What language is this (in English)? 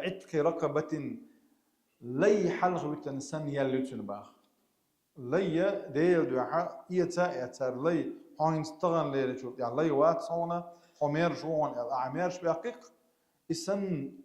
Chechen